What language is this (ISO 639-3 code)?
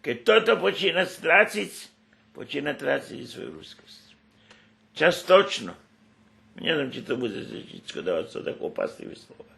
rue